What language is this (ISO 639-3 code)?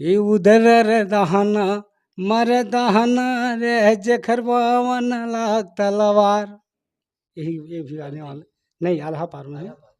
hne